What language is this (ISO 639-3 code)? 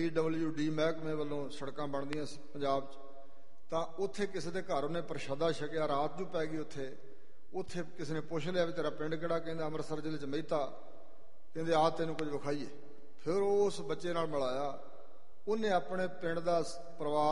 pan